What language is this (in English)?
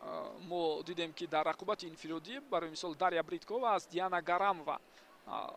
Tajik